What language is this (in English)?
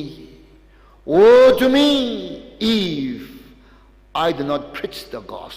Tangkhul Naga (India)